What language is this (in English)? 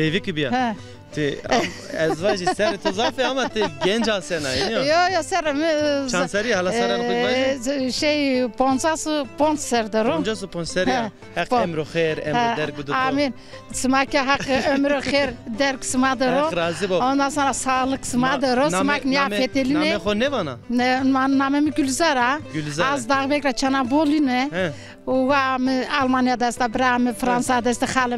Zaza